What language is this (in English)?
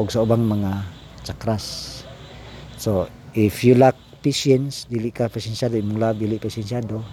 Cebuano